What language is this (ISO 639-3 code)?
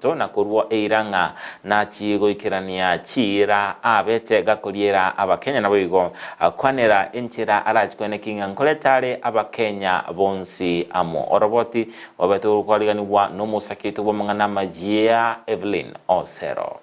guz